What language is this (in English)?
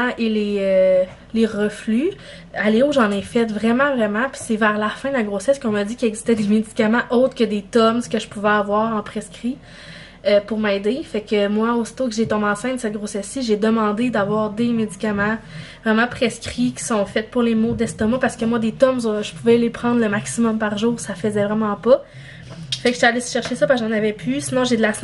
French